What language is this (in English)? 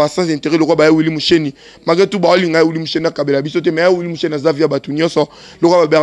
Lingala